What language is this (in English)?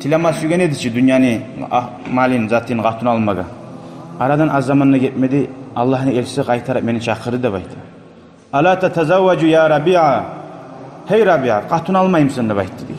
Kumyk